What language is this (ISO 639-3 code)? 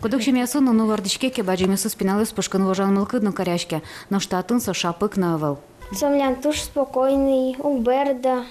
udm